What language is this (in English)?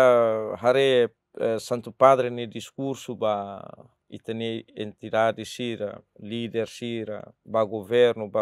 Tetum